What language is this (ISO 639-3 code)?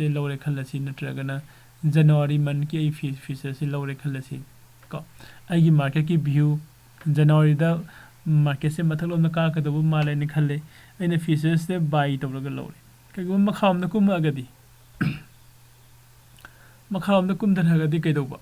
mni